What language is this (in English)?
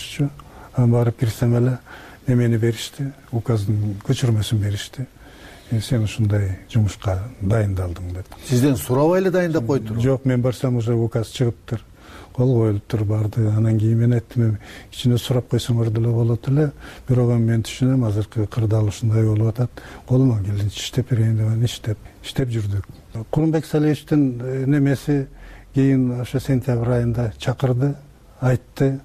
Kyrgyz